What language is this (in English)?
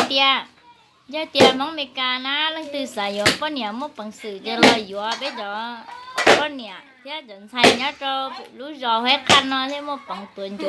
Hmong